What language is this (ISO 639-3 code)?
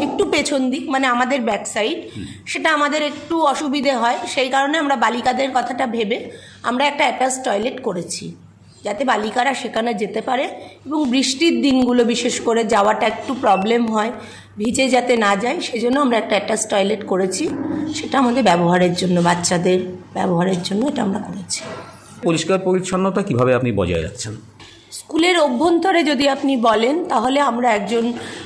ben